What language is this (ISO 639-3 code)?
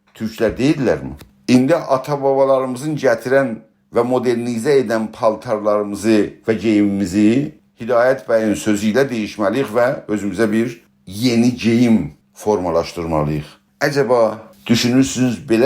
azb